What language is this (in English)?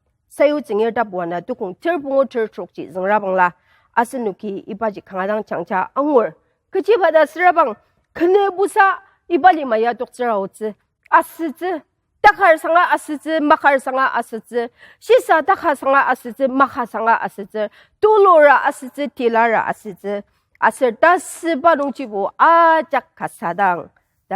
Ao Naga